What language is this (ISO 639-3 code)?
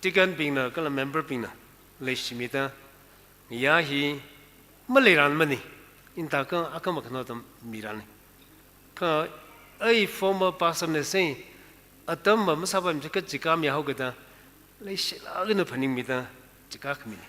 nmf